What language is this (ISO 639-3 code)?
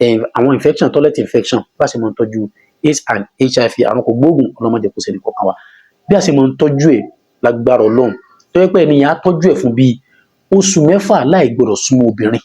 yor